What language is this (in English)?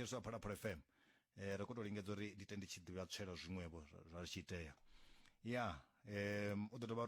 Venda